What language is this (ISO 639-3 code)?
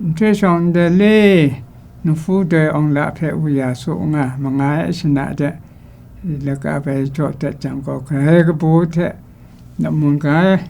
kac